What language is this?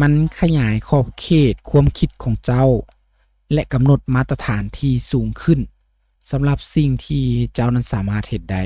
Lao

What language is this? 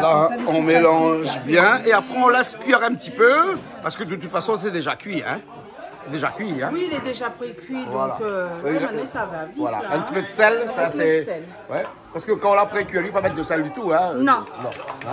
Réunion Creole French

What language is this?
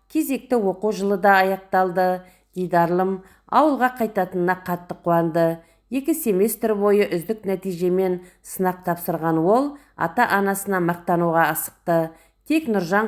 Kazakh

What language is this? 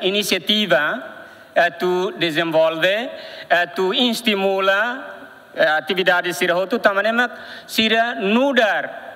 Tetum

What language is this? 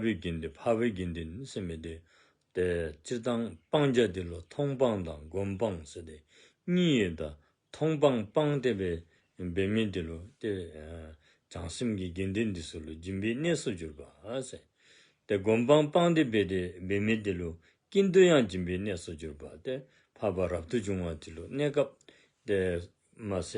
Dzongkha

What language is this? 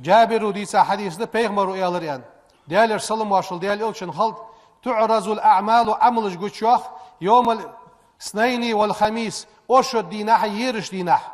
Ingush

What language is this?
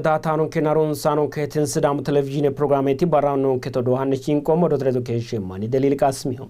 Sidamo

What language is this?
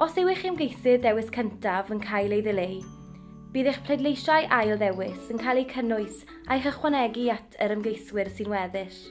Welsh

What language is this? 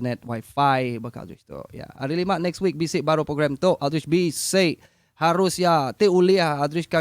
Iban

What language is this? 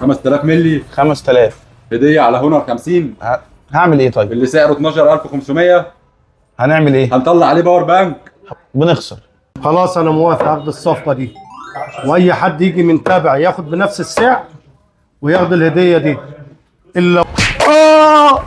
Egyptian Arabic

